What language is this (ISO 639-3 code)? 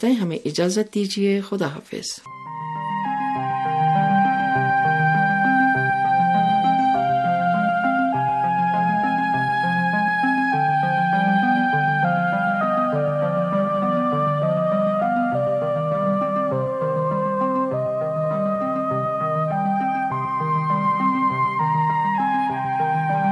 urd